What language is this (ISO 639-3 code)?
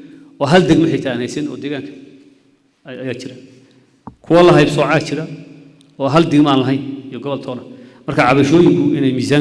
som